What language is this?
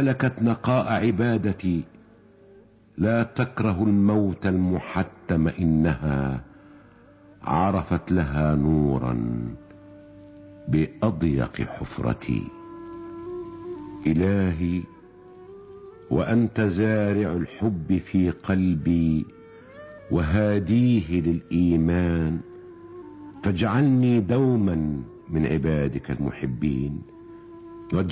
Arabic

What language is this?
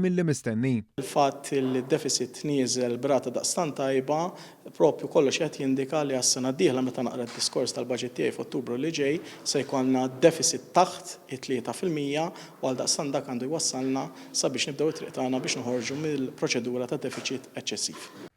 Maltese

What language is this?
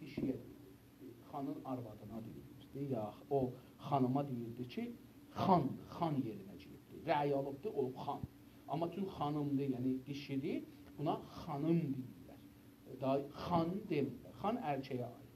South Azerbaijani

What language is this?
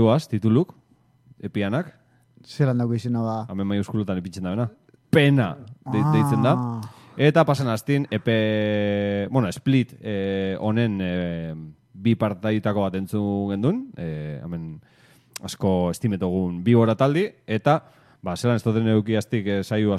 Basque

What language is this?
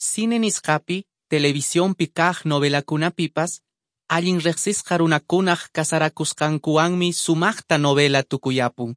Quechua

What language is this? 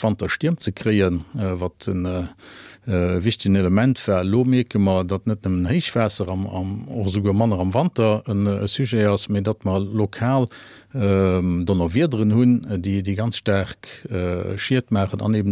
Luxembourgish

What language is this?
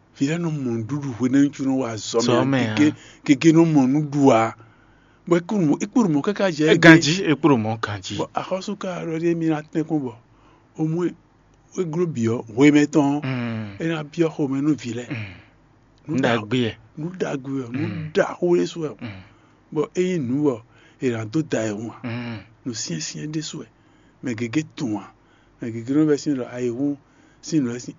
Fon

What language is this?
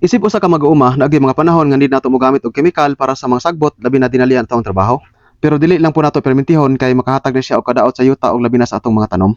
Cebuano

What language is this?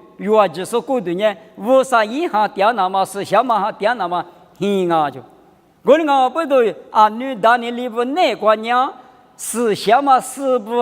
Lisu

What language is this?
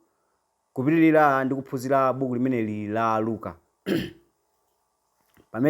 Nyanja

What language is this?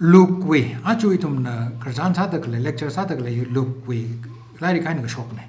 Tangkhul Naga (India)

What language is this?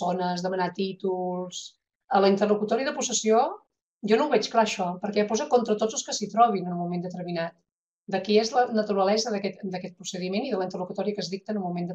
Catalan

